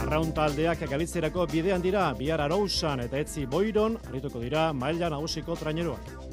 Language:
Basque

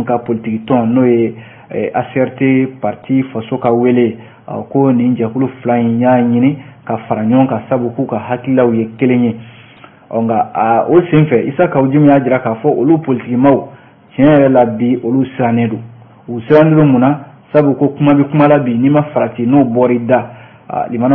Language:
Bambara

